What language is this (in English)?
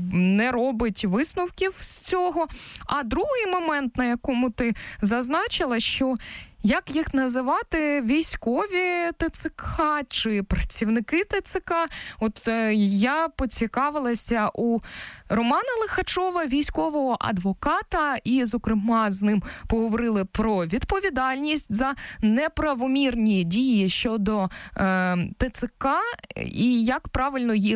Ukrainian